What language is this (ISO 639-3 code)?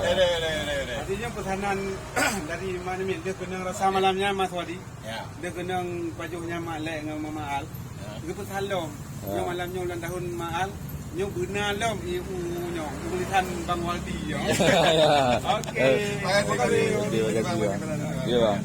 ace